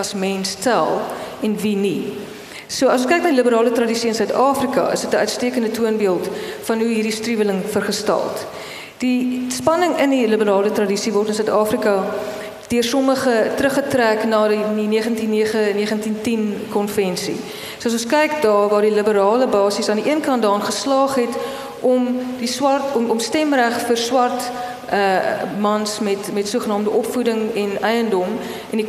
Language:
Afrikaans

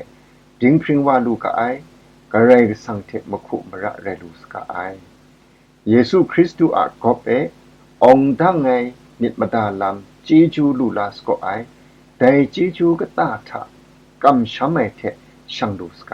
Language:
Kachin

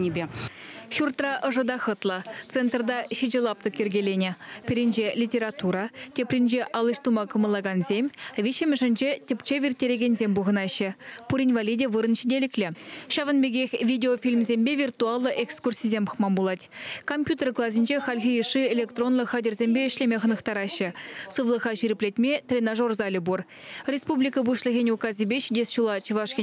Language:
Chuvash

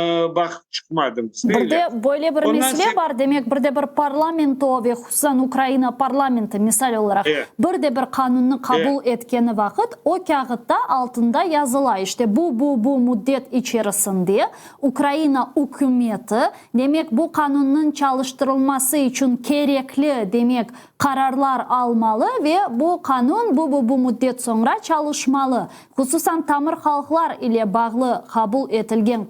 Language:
Crimean Tatar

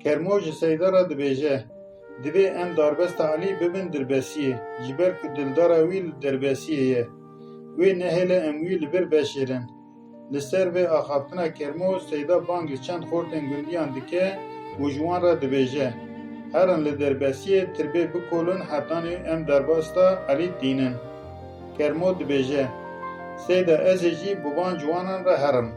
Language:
Kurdish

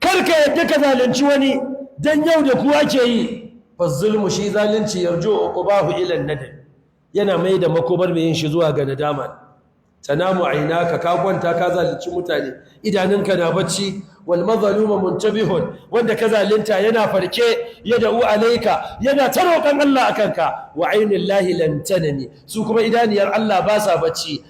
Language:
Hausa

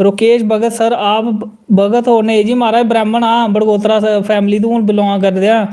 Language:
Dogri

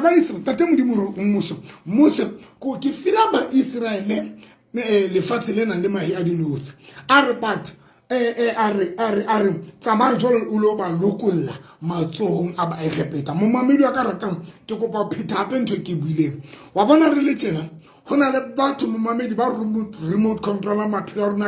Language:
Tswana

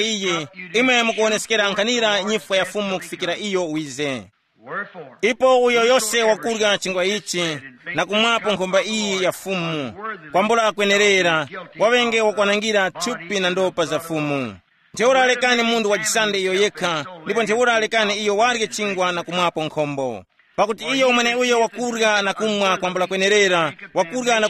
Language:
Tumbuka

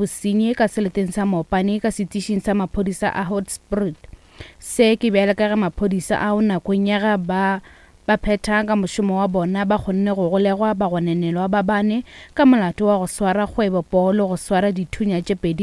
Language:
Northern Sotho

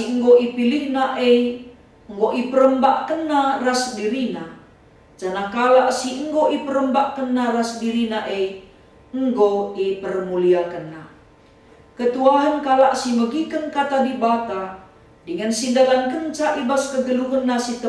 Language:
Batak Karo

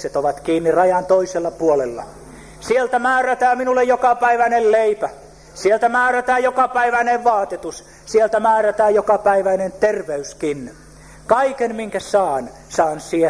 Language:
Finnish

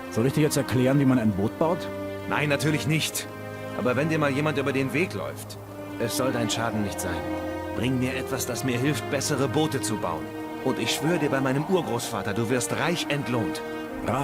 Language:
Bavarian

